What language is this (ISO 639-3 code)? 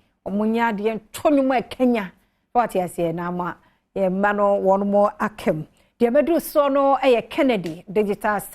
aka